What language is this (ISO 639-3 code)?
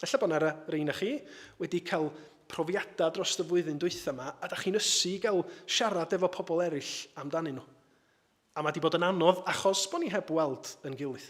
cym